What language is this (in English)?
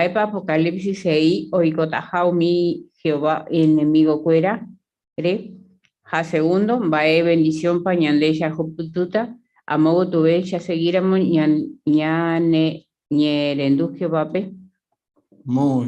Guarani